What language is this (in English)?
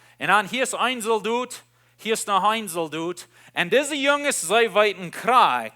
Plautdietsch